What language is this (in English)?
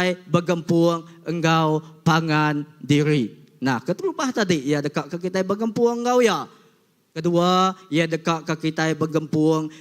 Iban